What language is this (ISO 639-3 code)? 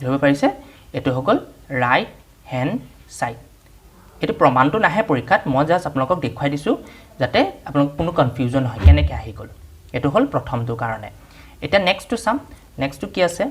asm